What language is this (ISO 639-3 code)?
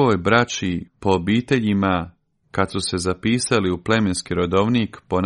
srp